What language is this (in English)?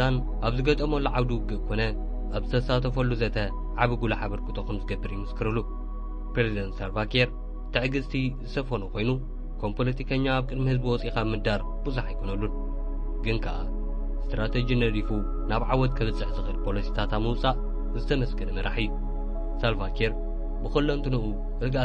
Tigrinya